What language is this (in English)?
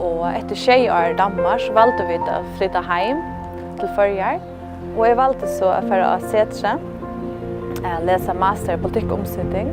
Faroese